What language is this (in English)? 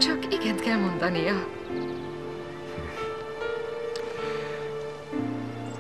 Hungarian